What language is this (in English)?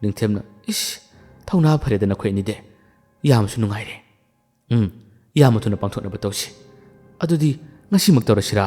Manipuri